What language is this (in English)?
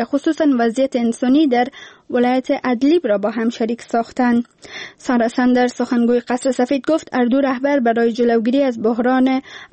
Persian